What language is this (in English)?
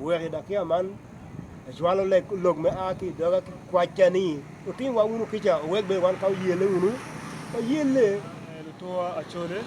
Acoli